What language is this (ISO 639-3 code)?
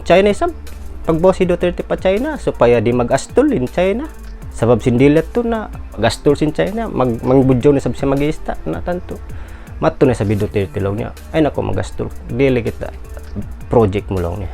tsg